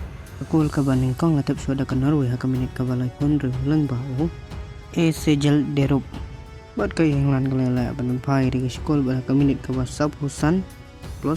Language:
Khasi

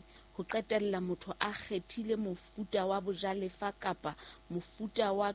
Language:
Southern Sotho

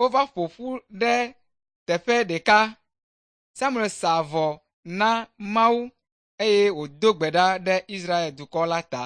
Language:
Ewe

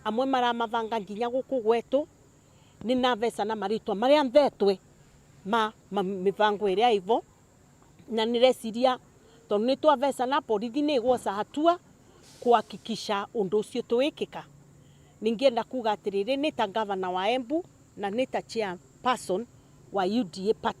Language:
Meru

